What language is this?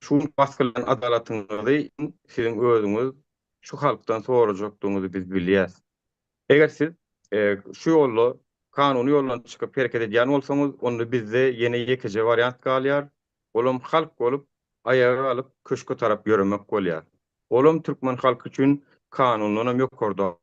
Turkmen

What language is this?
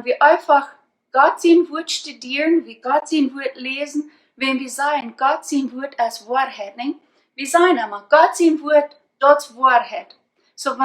Plautdietsch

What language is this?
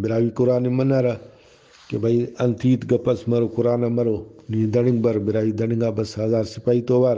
Brahui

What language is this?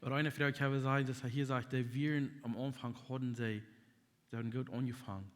Plautdietsch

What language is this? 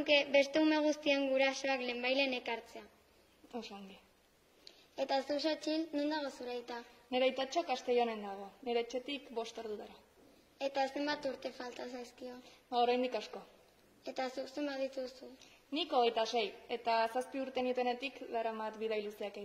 Basque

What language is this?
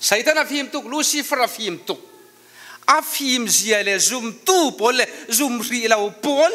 Falam Chin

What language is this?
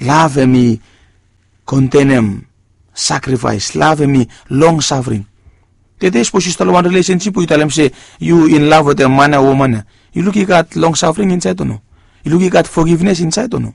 Bislama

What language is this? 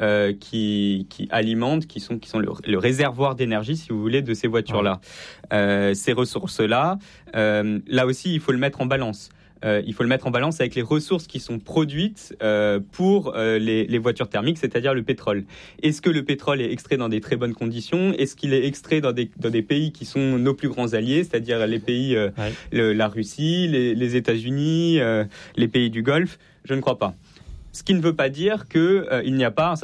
French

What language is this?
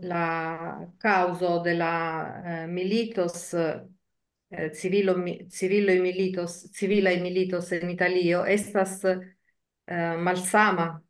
Esperanto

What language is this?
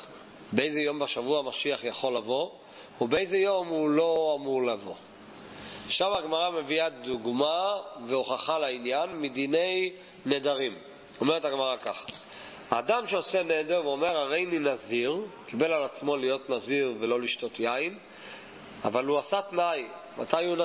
Hebrew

